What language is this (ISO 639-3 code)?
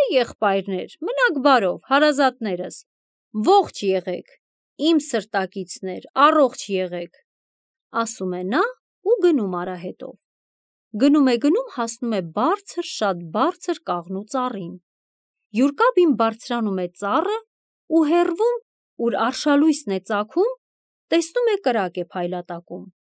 hye